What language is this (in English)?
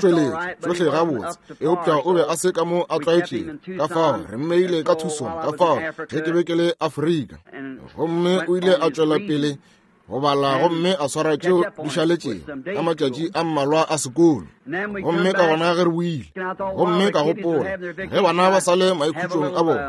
Northern Sotho